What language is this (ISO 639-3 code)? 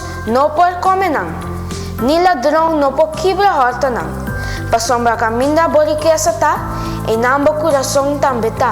pap